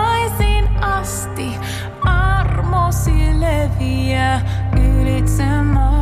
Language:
Finnish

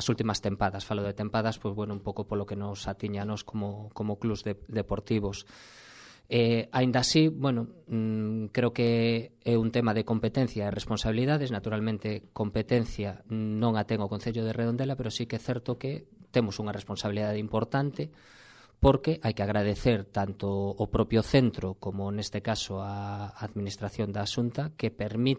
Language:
Galician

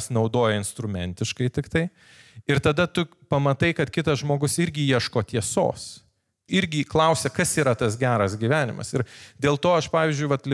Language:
Lithuanian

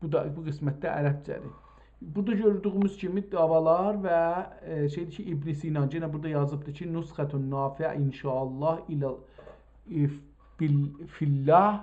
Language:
South Azerbaijani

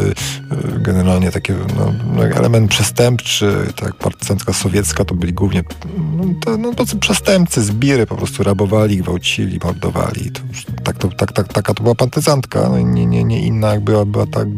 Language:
Polish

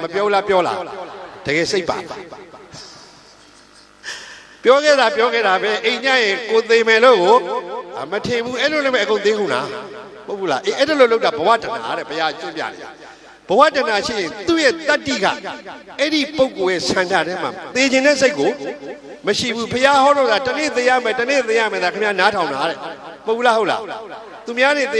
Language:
Burmese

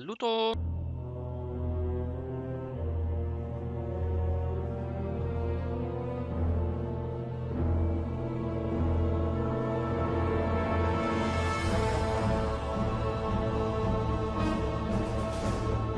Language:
French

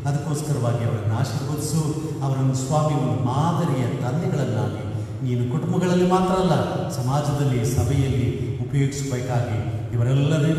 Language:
Kannada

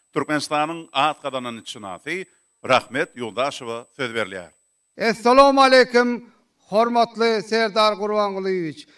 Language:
Turkmen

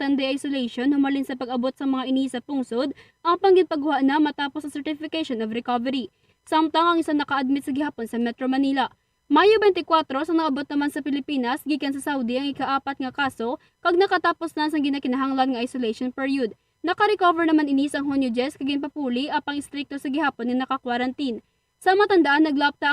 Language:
Hiligaynon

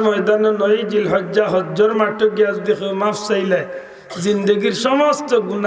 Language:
Sylheti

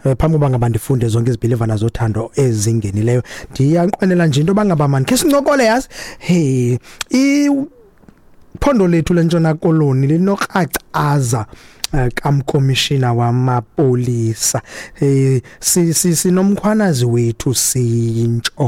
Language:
Xhosa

